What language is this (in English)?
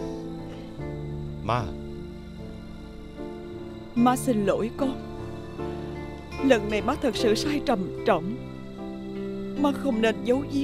Vietnamese